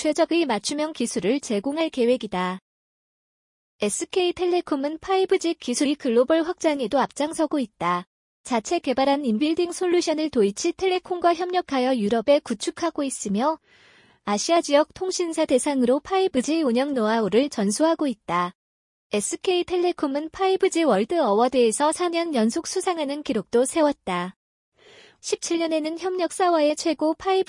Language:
Korean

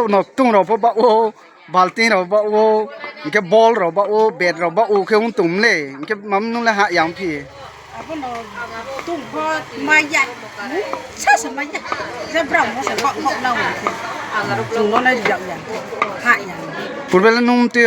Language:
Riang (India)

